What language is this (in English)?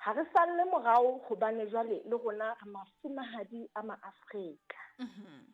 Southern Sotho